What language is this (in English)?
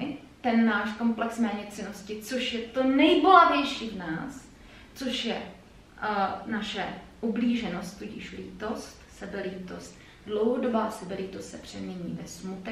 Czech